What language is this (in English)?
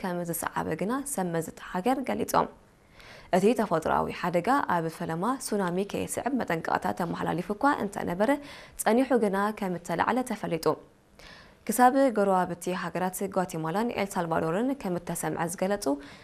Tigrinya